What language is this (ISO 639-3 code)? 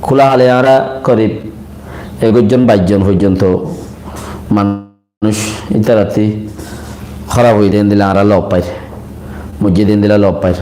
rhg